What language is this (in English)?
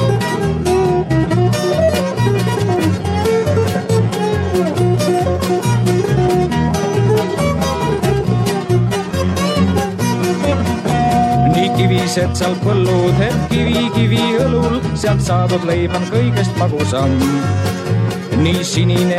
Estonian